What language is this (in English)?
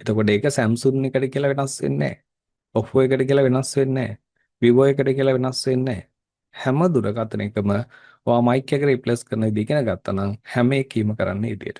Sinhala